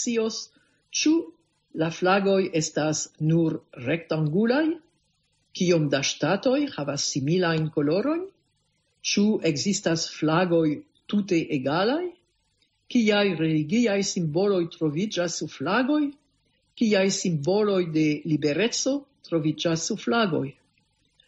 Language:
Esperanto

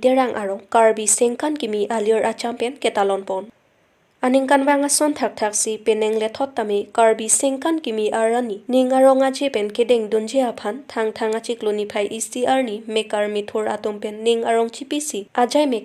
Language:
Karbi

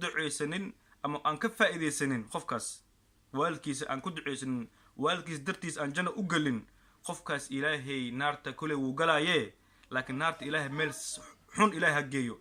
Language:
Somali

